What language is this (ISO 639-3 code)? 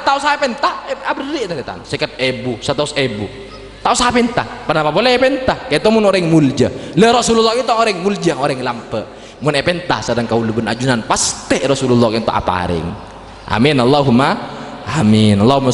mad